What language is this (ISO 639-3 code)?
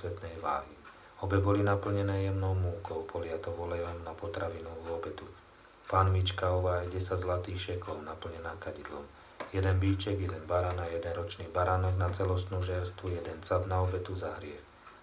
slk